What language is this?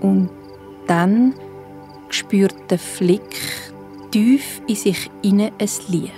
Swiss German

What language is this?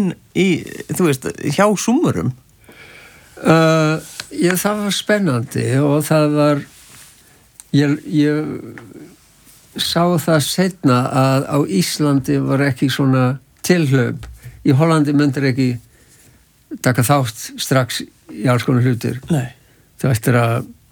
Icelandic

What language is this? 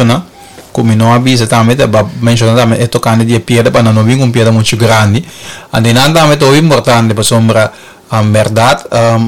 Papiamento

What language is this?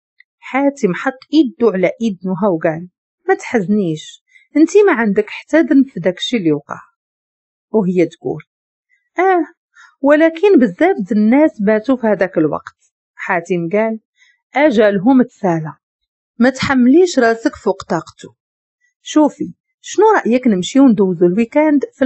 Moroccan Arabic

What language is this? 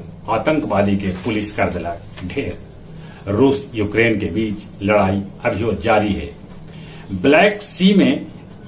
Magahi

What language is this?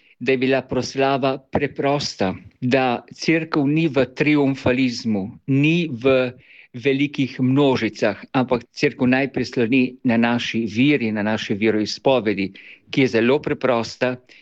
Slovenian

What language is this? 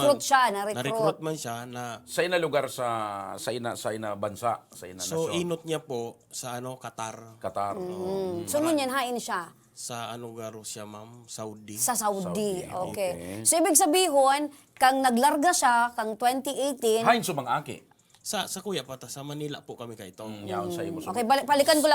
Bikol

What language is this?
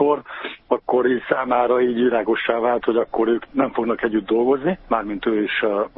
Hungarian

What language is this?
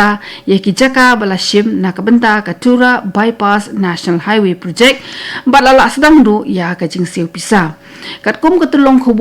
Khasi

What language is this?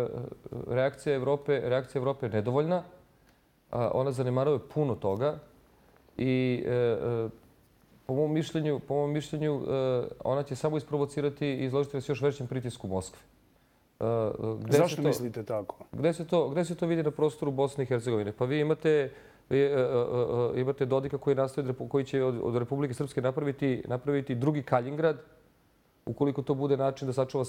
Serbian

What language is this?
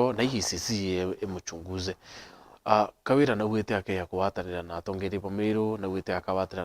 Meru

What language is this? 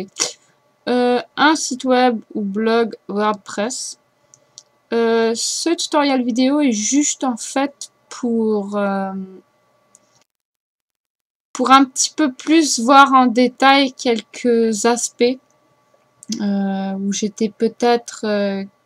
French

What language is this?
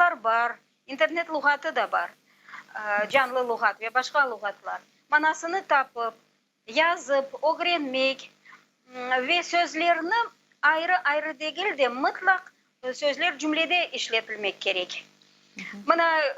Crimean Tatar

